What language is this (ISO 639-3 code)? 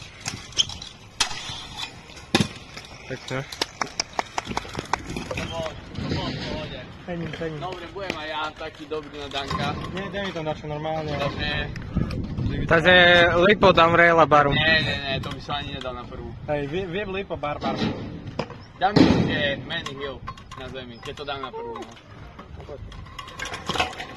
slk